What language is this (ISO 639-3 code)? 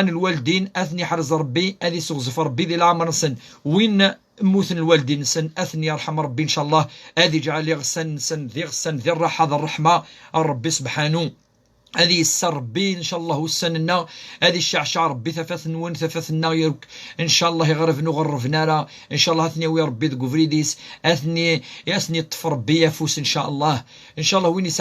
kab